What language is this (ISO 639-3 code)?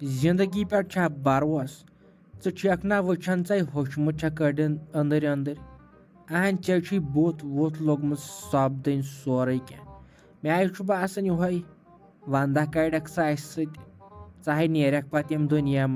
kas